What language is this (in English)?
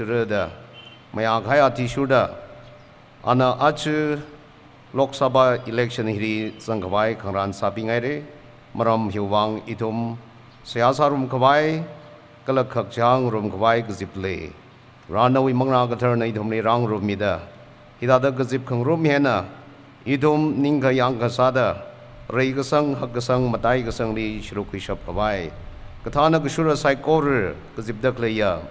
Tangkhul Naga (India)